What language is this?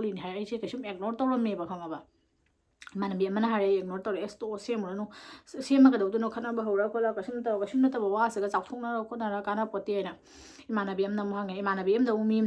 Manipuri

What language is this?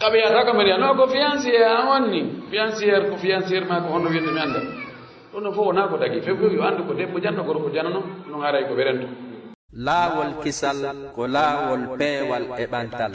Pular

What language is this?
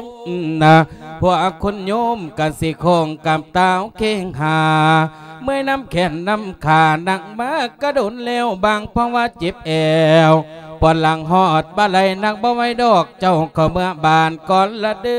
Lao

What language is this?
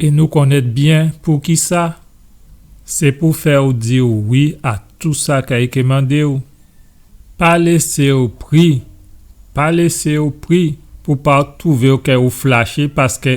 Guadeloupean Creole French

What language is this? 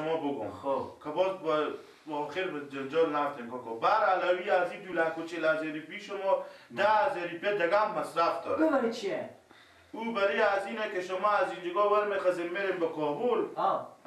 Persian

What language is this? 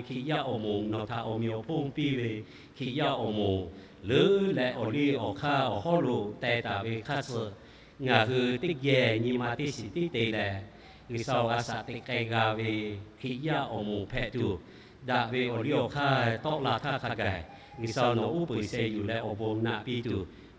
Lahu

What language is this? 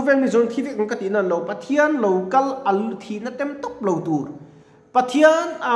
Mizo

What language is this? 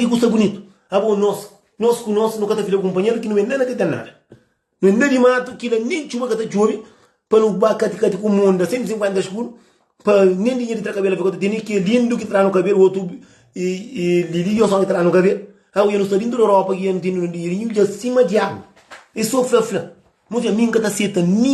Kabuverdianu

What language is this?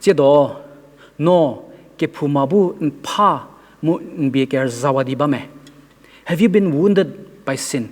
Angami Naga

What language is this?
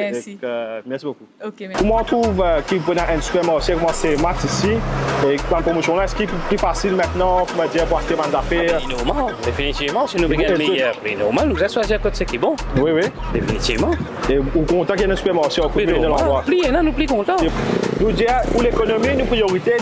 Morisyen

